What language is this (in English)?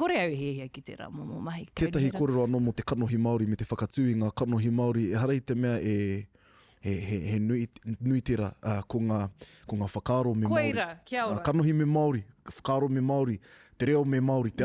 Māori